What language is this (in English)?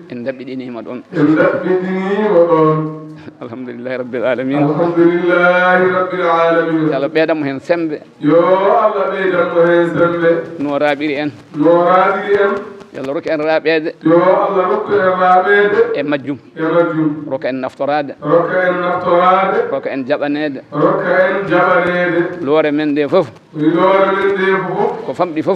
Fula